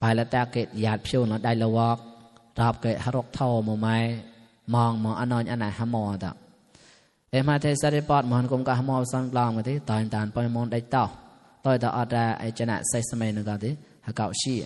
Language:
Mon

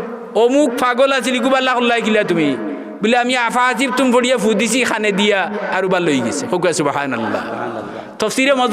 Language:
Sylheti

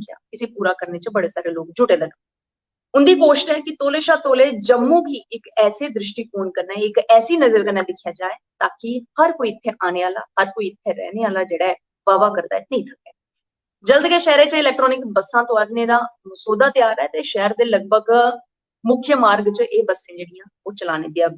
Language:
Dogri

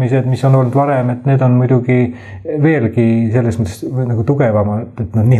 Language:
Estonian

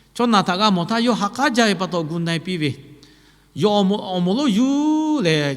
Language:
Lahu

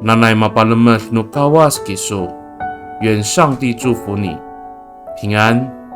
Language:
Amis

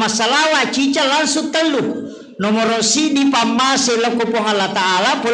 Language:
Buginese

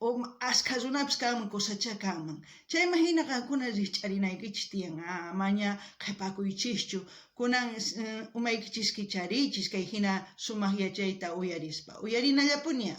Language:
South Bolivian Quechua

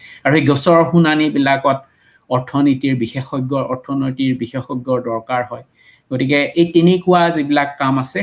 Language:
Assamese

